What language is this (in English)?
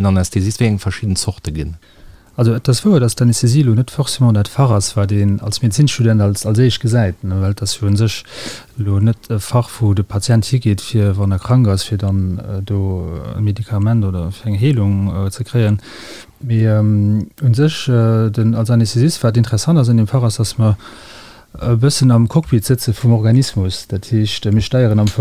Luxembourgish